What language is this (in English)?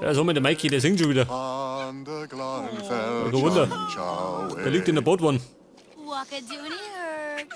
Bavarian